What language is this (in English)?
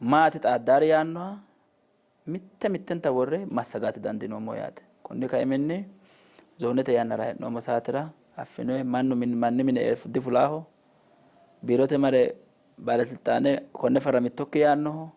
Sidamo